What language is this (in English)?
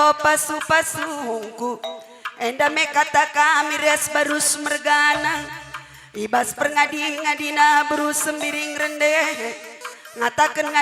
Batak Karo